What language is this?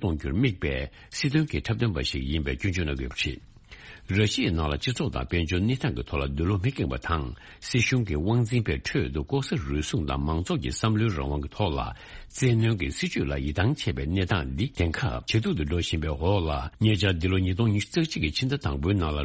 Tibetan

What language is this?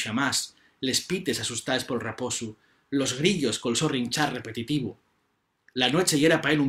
Asturian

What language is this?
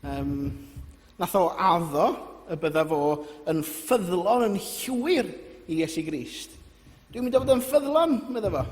Welsh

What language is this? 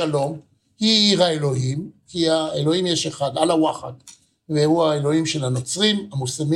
Hebrew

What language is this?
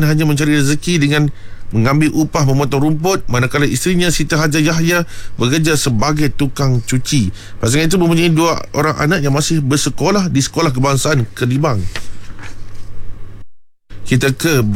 Malay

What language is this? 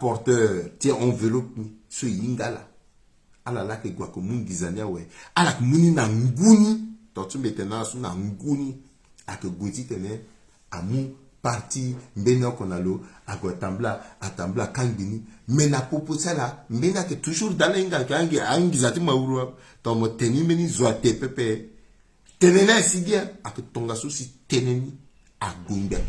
Sango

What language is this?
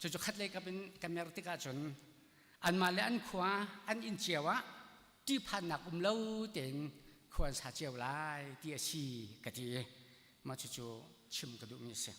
Hakha Chin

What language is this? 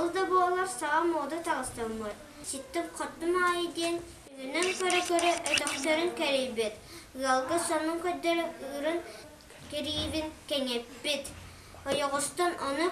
Yakut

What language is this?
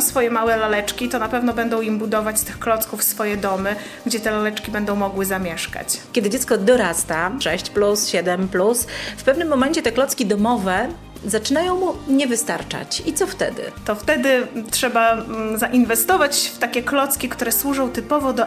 Polish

